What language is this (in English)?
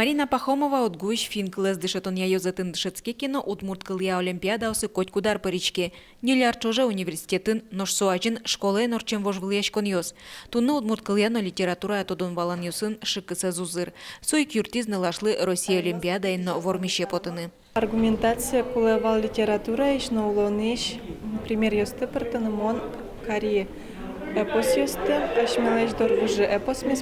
Udmurt